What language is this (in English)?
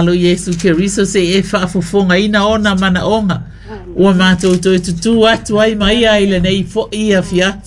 Samoan